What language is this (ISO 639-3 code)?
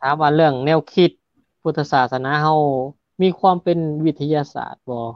lao